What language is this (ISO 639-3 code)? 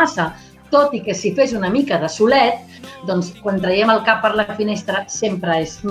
cat